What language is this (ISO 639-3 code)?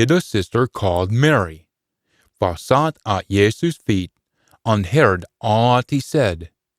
sco